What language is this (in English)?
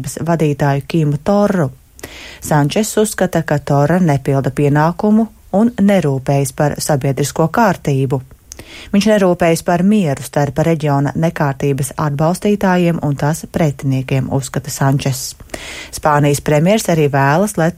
Latvian